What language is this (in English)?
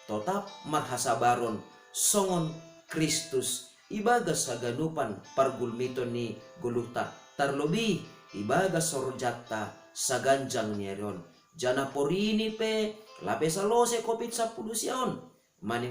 Batak Simalungun